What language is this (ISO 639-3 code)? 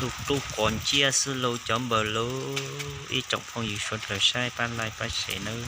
hmn